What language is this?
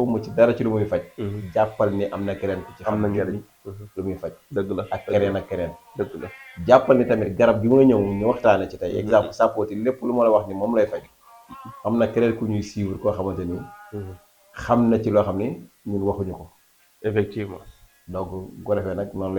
Wolof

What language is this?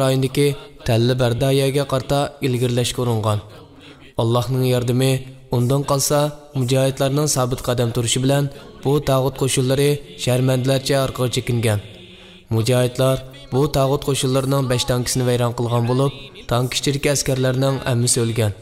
Uyghur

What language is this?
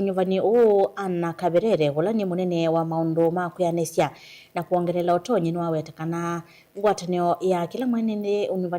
Kamba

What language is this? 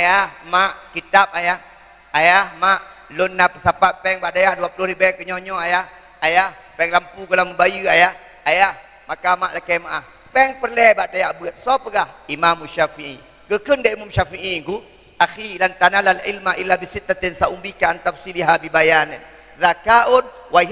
Achinese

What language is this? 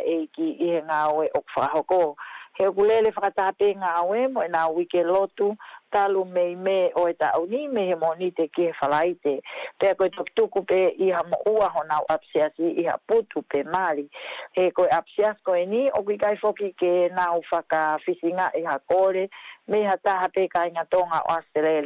Tongan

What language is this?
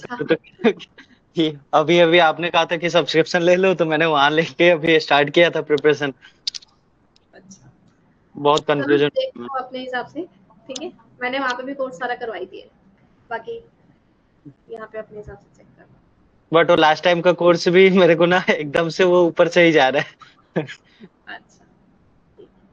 Hindi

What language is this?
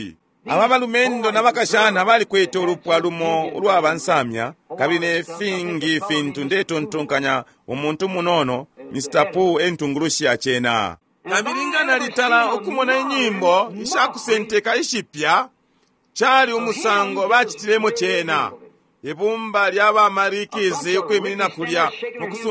Bemba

